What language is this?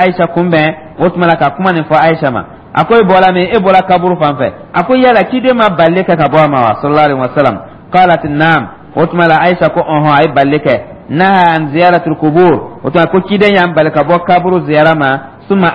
Dyula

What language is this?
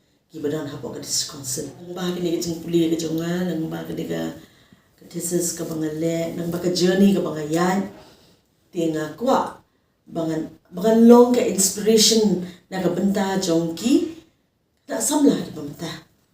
Khasi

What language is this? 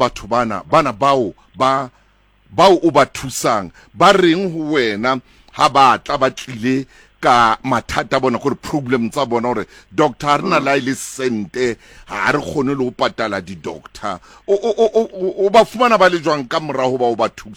Southern Sotho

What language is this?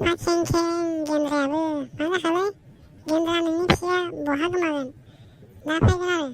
Bodo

